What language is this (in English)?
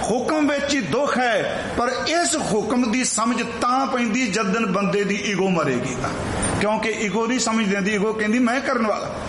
Punjabi